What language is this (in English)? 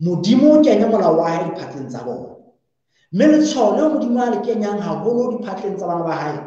Southern Sotho